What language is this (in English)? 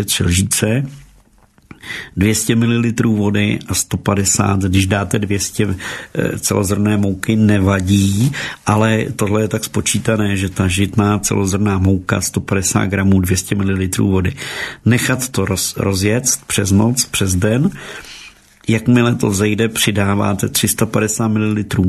Czech